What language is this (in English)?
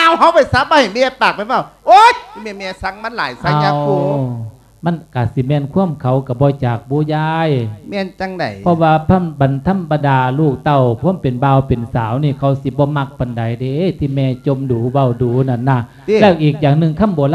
Lao